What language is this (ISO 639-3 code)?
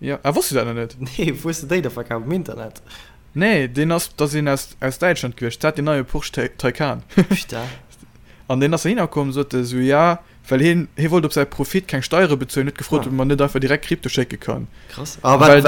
ltz